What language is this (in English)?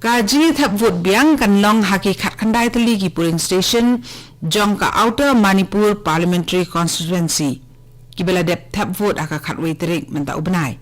Khasi